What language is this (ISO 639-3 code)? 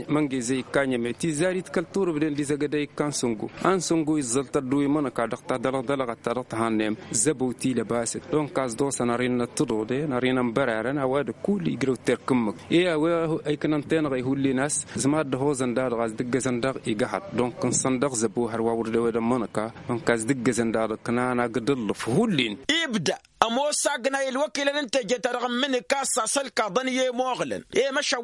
taq